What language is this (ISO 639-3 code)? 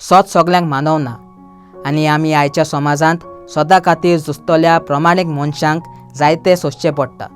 kok